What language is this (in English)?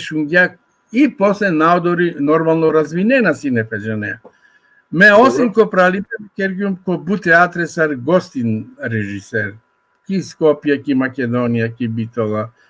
Balkan Romani